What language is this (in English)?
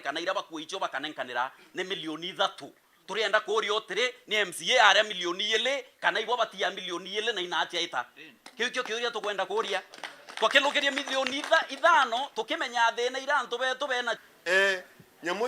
Meru